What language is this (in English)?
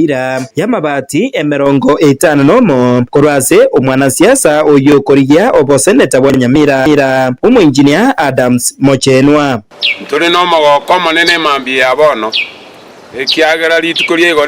Gusii